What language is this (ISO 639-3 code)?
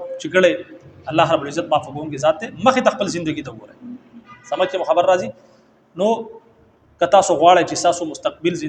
pus